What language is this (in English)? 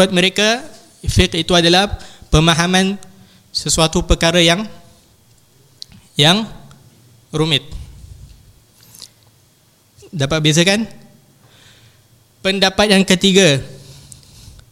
Malay